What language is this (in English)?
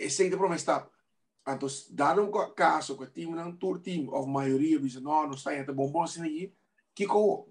Papiamento